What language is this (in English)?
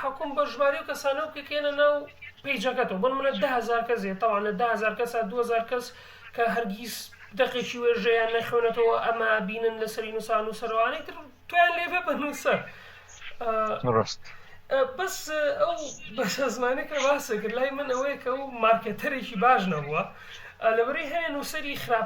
Central Kurdish